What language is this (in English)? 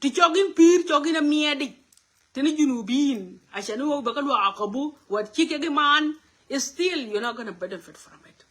Nuer